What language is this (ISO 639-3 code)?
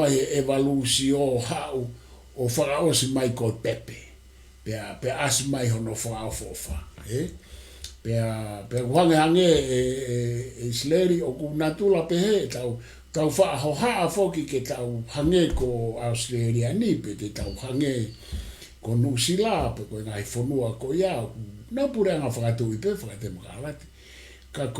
ton